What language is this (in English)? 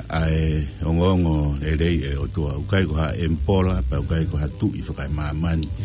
Tongan